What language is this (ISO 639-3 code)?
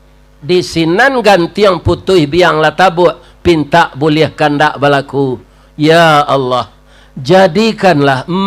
min